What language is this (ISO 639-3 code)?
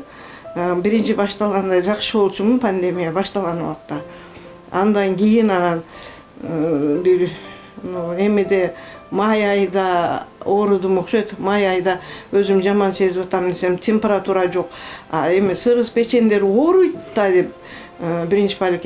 kir